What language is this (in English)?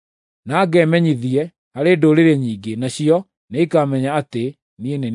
Kikuyu